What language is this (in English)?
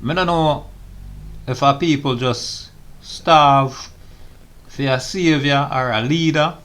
Jamaican Creole English